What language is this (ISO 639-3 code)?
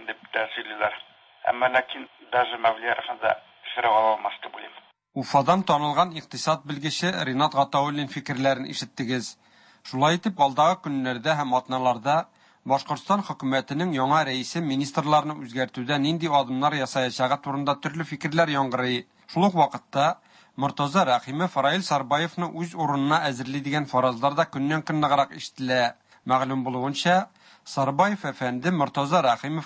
tat